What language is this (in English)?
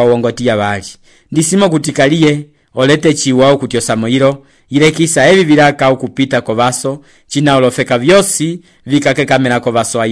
Umbundu